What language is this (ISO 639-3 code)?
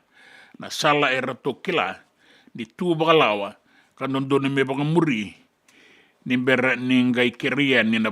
fij